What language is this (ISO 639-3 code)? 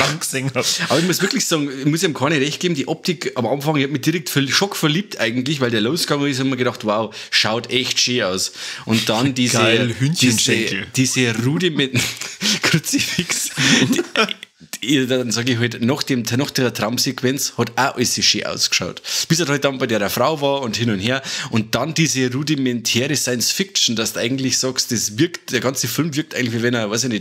bar